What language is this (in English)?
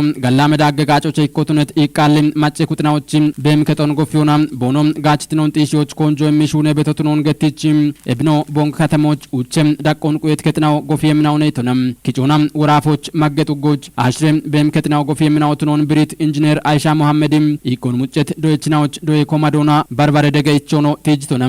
Kafa